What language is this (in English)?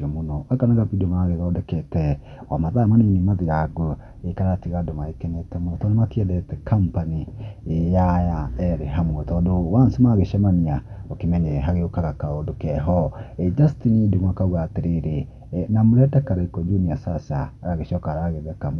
Kikuyu